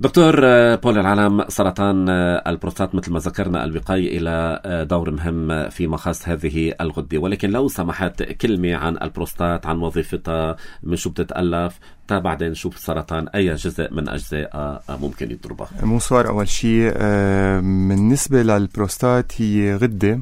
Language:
North Levantine Arabic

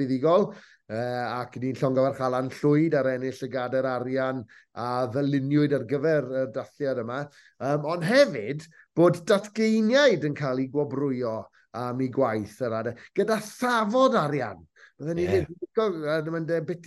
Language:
Welsh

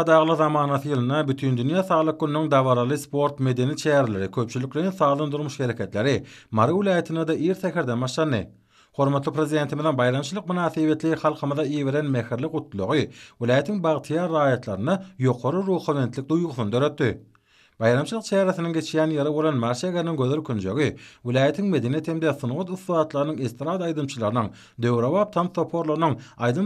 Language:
Turkmen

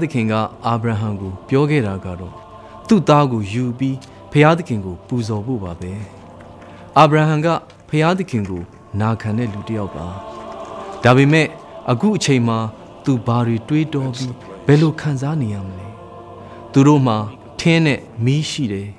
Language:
Burmese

